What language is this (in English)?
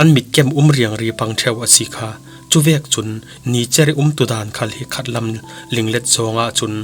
Falam Chin